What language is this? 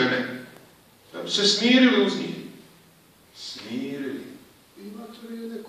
Bosnian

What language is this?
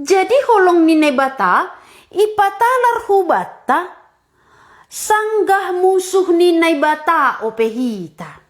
Batak Simalungun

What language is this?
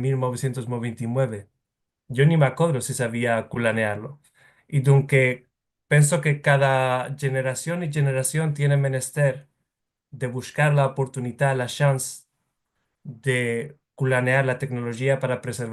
Ladino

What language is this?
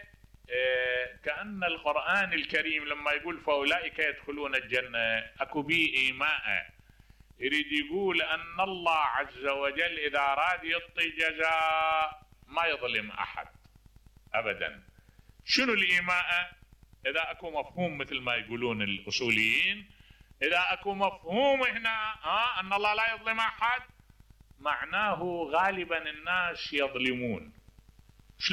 Mesopotamian Arabic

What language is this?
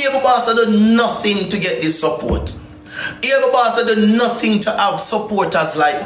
Jamaican Creole English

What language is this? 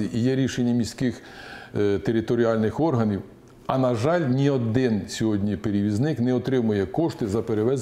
Ukrainian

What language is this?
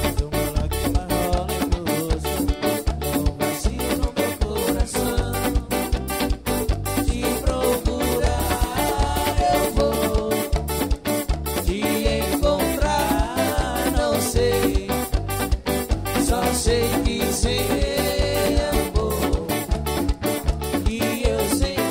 Portuguese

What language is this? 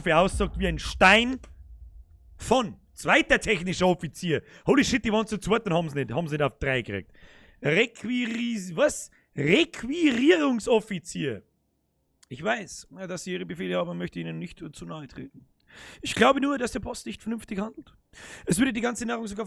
Bavarian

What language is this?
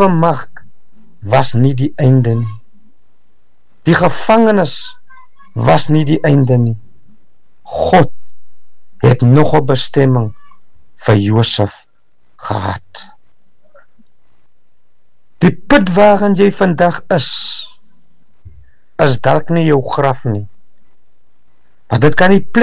Afrikaans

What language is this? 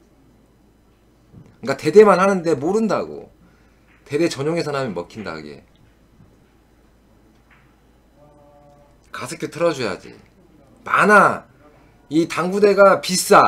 Korean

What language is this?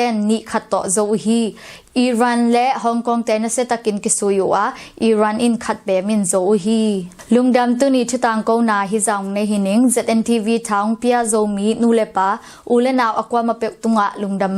Tedim Chin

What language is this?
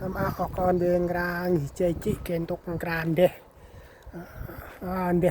Central Mnong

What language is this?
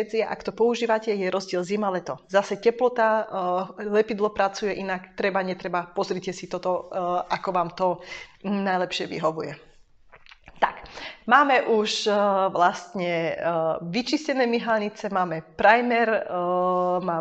Slovak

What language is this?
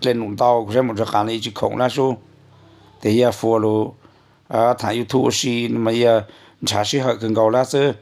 Hmong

